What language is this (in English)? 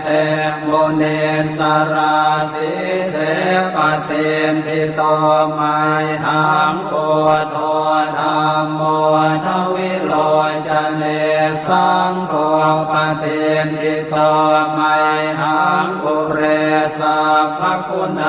Pali